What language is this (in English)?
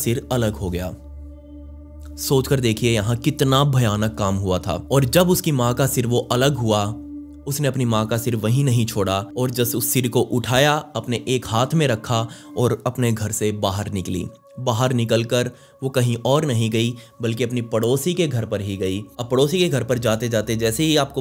Hindi